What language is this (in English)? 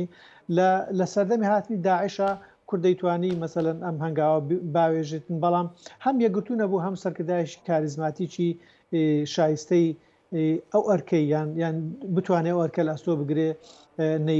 Central Kurdish